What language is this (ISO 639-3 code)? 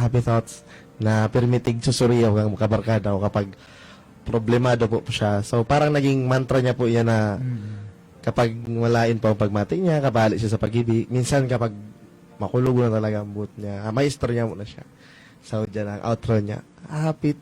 bik